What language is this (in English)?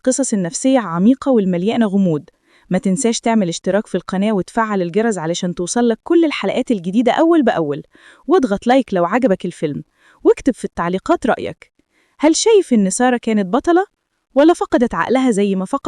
Egyptian Arabic